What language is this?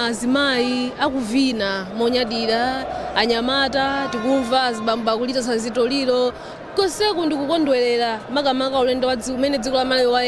Nyanja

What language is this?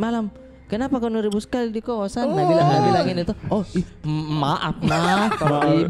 Makassar Malay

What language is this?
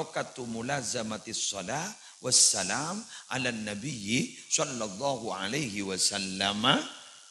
Madurese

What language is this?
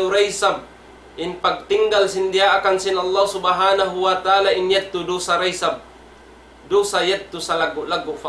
Tausug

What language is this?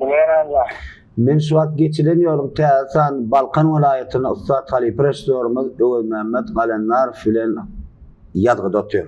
Turkmen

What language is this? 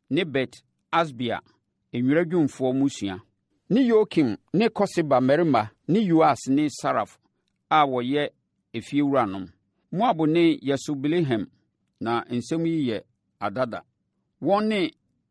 Akan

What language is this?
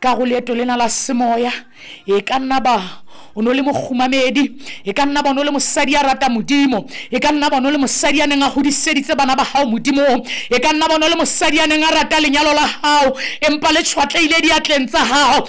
Southern Sotho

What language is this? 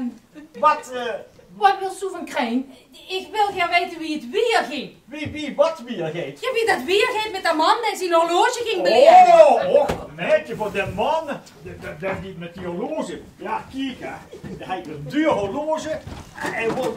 Limburgish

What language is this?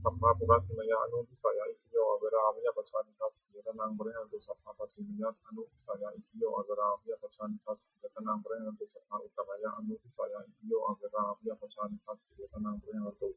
Pali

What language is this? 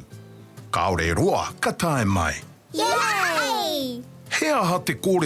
Māori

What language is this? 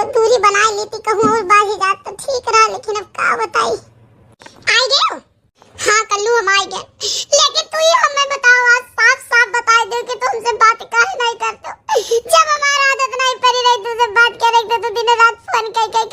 Awadhi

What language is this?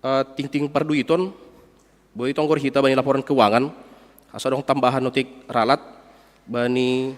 Batak Simalungun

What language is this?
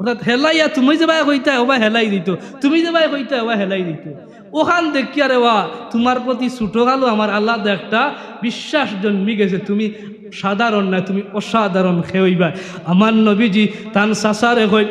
Sylheti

